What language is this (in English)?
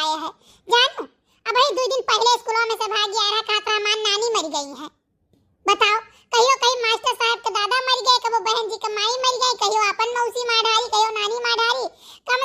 Awadhi